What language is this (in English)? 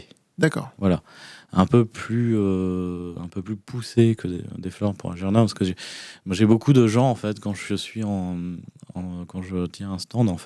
French